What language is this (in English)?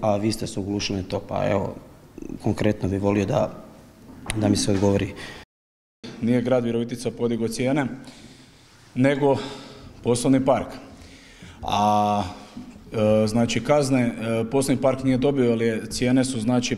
Croatian